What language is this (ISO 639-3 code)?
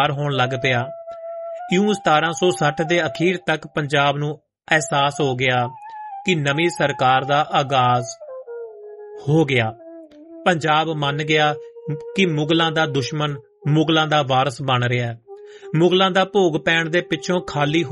pan